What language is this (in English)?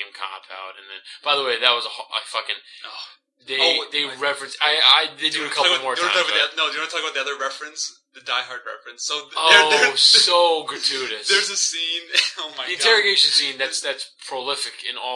English